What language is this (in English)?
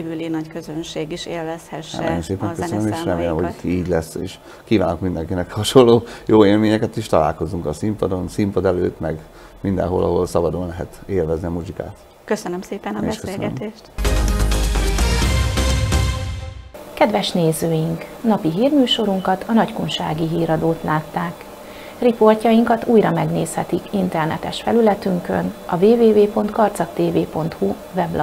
Hungarian